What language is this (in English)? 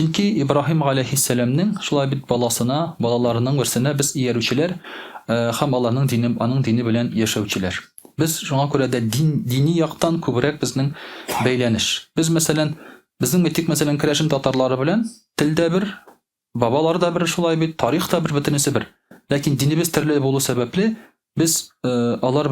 Tatar